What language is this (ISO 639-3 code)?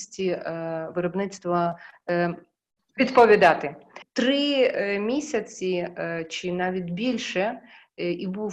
ukr